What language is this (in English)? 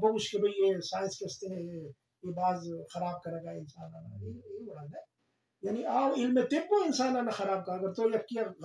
Eastern Balochi